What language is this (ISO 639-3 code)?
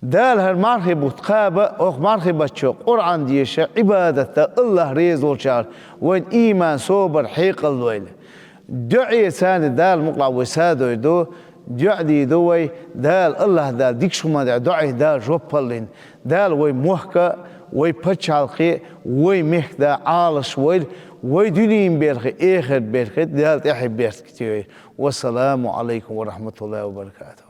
che